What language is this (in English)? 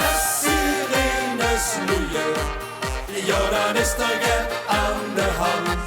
Limburgish